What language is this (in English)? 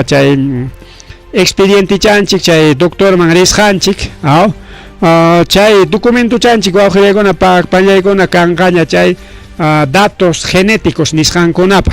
Ayacucho Quechua